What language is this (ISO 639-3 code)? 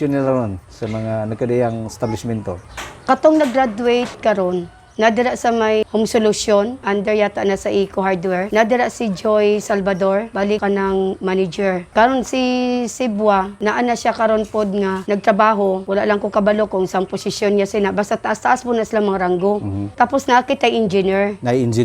ceb